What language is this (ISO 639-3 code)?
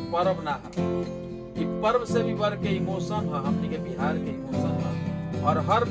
bho